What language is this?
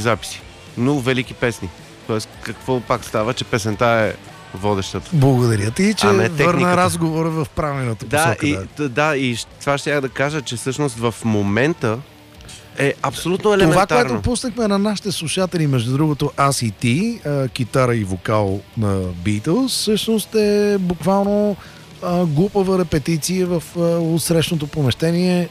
Bulgarian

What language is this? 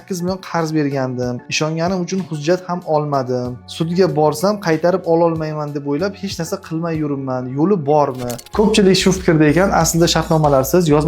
Uzbek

